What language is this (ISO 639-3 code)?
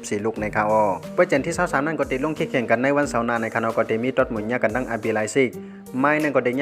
shn